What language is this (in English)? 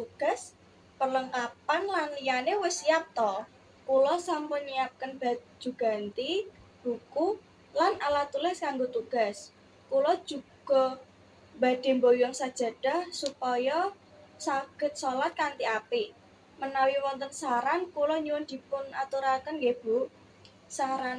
Javanese